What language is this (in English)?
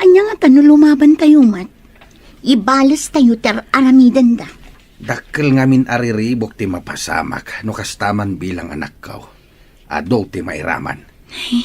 Iloko